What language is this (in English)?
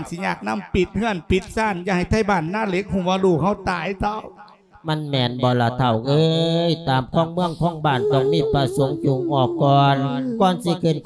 Lao